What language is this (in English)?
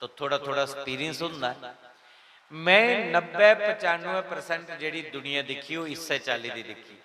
Dogri